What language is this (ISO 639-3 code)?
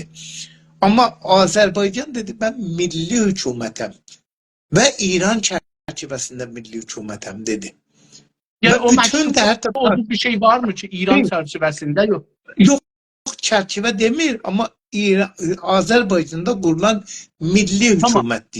azb